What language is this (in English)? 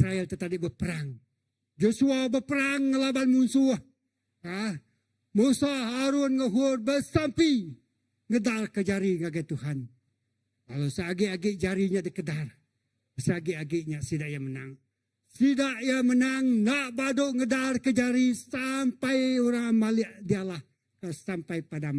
Iban